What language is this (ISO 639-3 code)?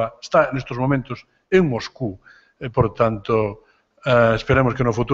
glg